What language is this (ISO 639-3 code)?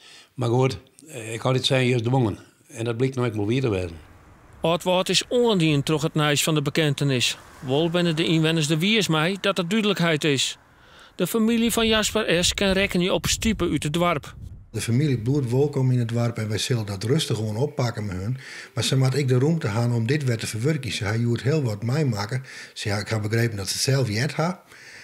fry